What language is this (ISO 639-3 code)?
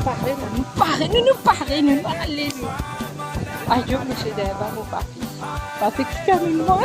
mfe